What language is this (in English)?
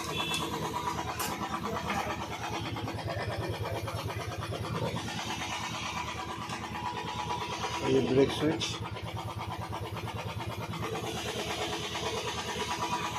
Hindi